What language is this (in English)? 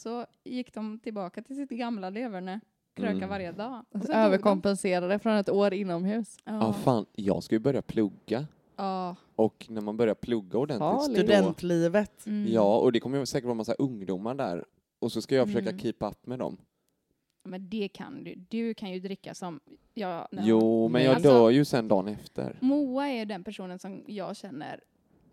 Swedish